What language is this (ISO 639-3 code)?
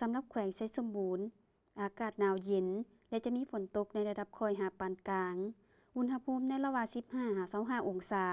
lao